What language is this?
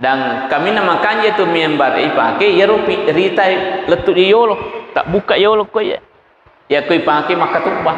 Buginese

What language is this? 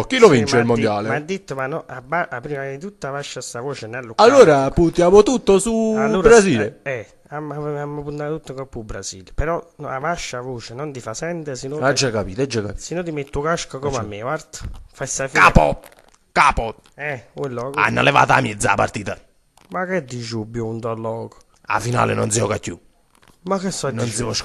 Neapolitan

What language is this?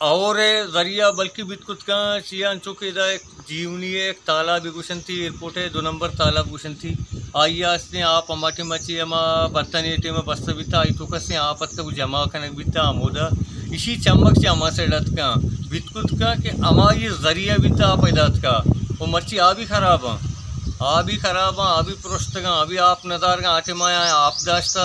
Baluchi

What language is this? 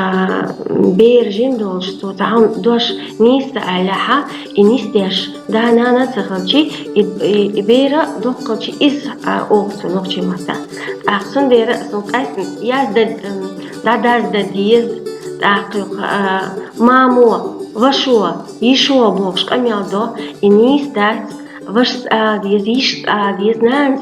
Chechen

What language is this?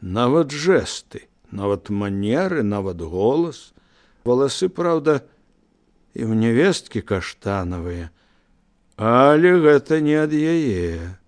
Belarusian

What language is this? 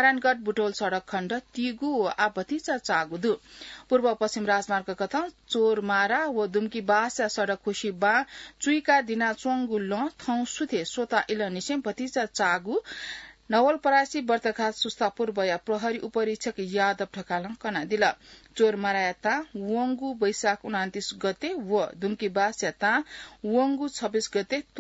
Newari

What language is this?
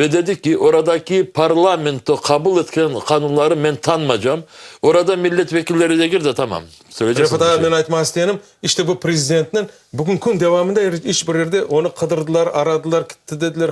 Crimean Tatar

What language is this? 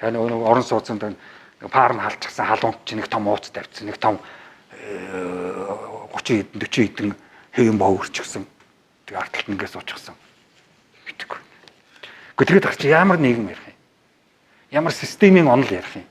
Mongolian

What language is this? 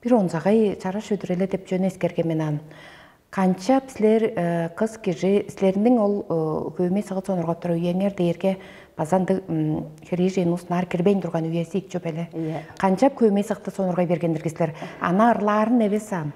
Tuvinian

